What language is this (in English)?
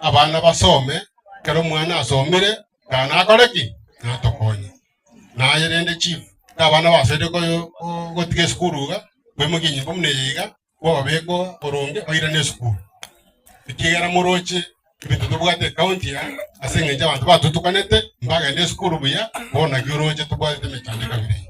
Gusii